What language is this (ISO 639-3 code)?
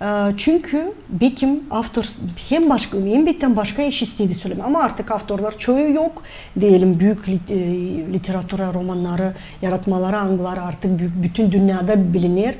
gag